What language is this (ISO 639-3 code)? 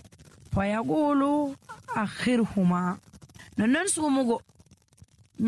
fuv